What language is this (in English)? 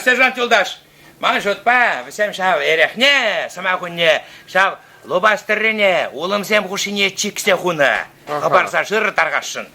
Chuvash